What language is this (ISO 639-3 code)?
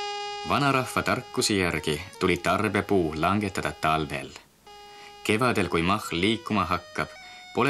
est